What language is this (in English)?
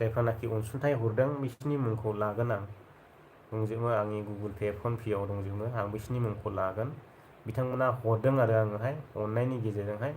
Bodo